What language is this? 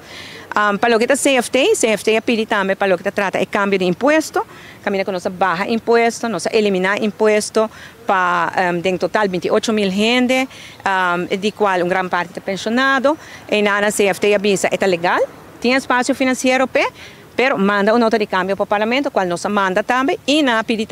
Papiamento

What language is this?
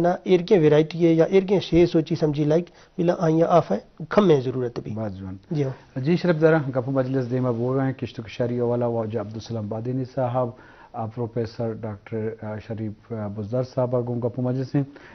Eastern Balochi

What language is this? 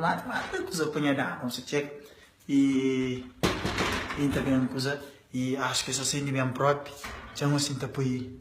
Kabuverdianu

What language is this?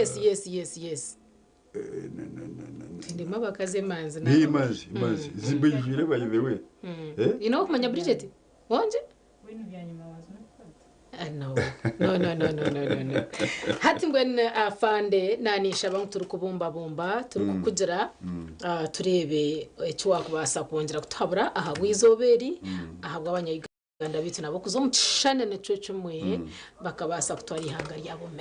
Nyankole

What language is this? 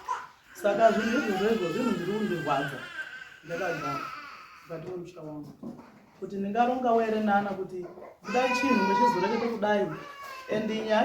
Shona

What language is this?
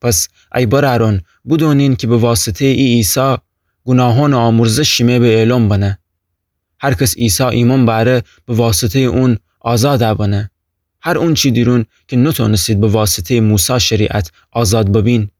Gilaki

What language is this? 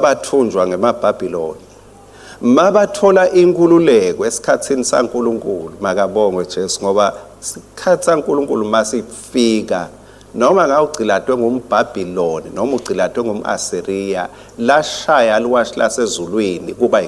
Swati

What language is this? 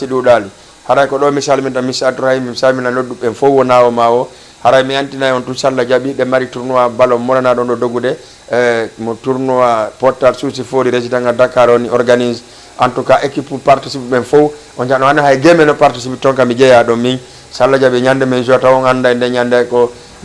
Fula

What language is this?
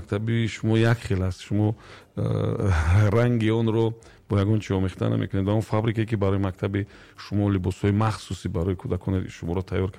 Tajik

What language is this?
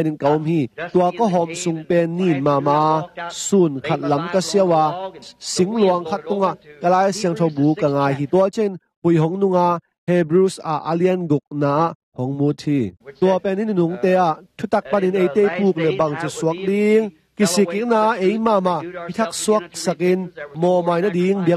Tedim Chin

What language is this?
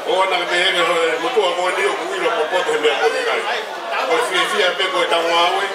Tongan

